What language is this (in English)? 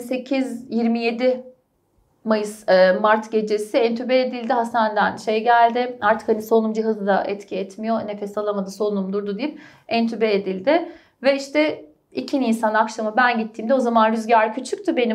Turkish